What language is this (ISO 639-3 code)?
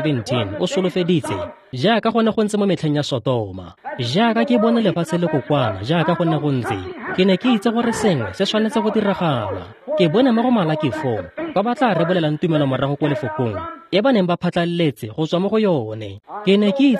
tsn